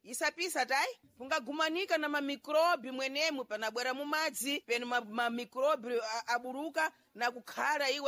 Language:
Sena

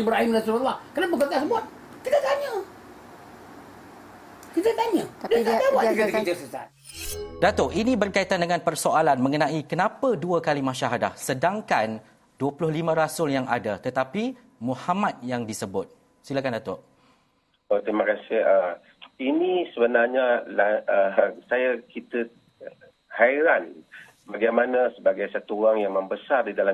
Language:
Malay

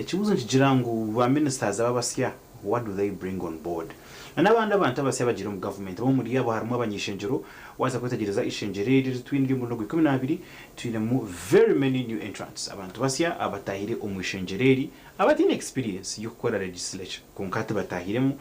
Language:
Nyankole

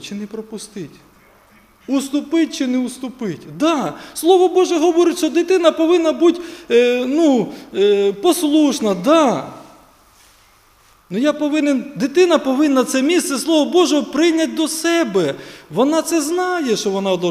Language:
Ukrainian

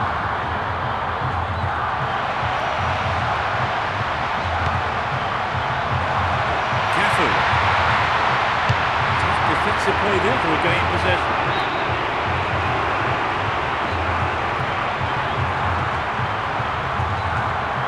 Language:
English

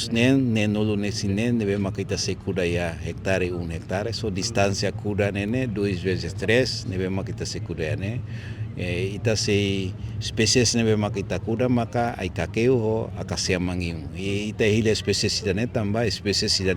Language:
Tetum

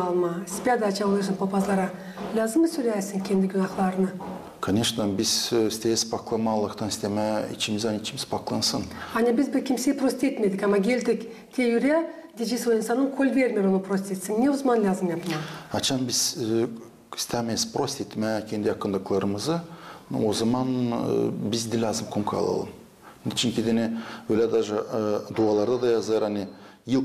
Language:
Gagauz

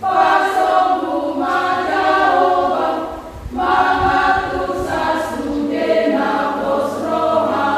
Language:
Batak Toba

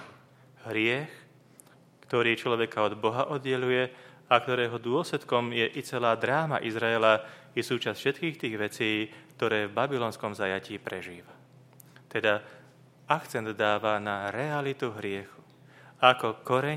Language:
Slovak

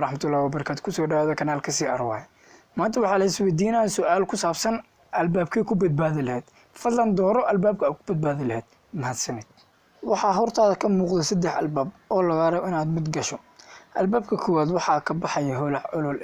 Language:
Somali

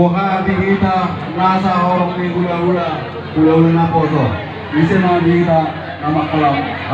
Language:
Batak Toba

